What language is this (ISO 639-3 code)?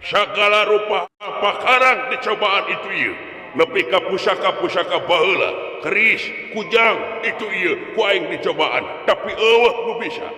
sun